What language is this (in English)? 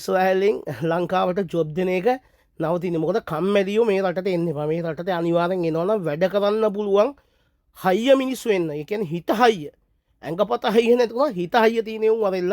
Sinhala